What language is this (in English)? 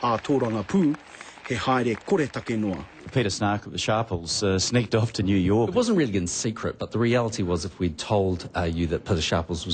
Māori